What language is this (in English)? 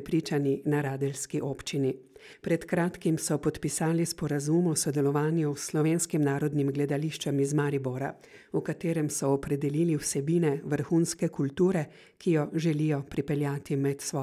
Slovenian